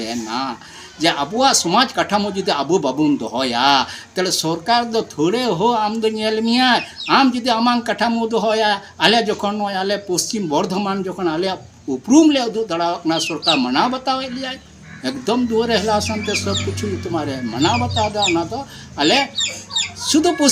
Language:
Santali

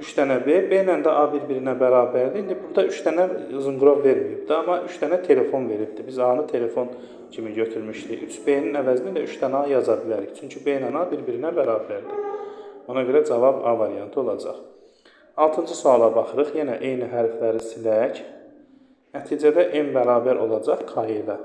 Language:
Azerbaijani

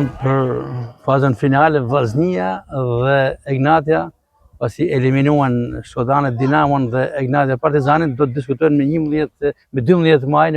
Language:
Albanian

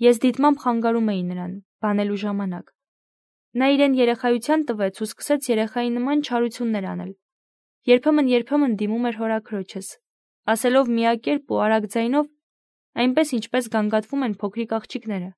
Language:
Armenian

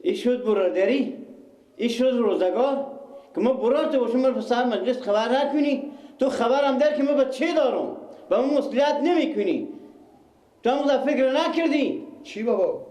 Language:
Persian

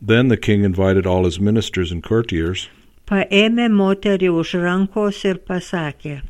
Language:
Lithuanian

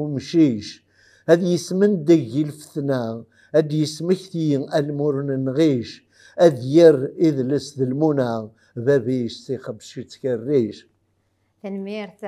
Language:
Kabyle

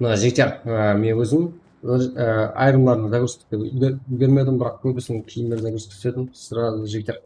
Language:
Kara-Kalpak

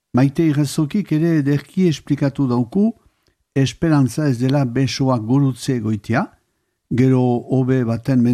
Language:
Basque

